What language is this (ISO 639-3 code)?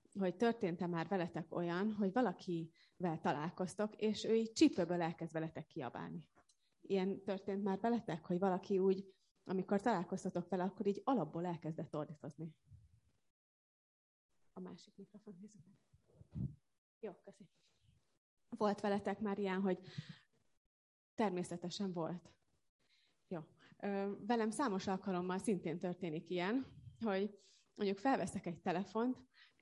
hun